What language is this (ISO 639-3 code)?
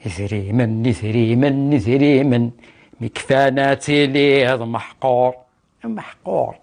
kab